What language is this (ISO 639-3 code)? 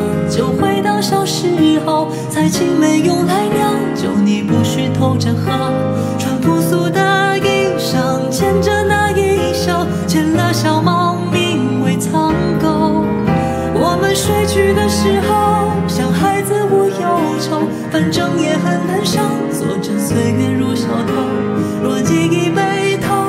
zho